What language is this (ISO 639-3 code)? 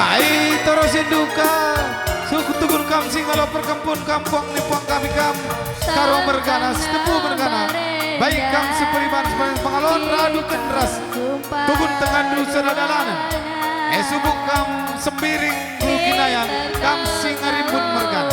btx